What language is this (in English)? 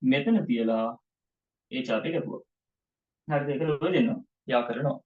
Sinhala